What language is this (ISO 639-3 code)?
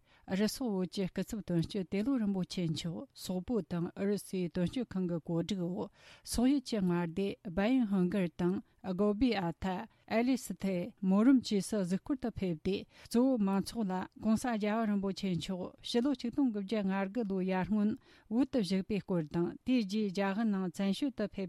bod